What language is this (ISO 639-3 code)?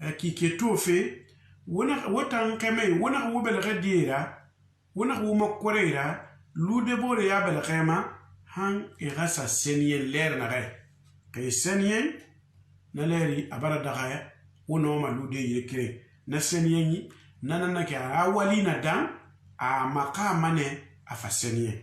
sus